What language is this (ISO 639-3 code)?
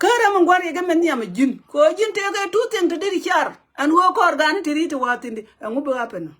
nus